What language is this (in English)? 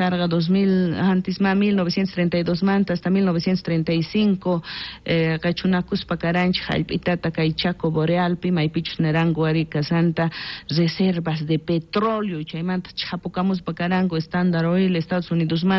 South Bolivian Quechua